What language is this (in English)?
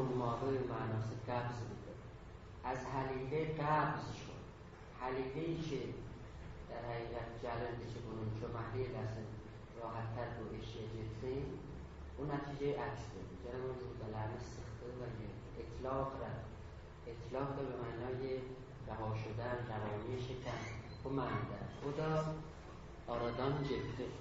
South Azerbaijani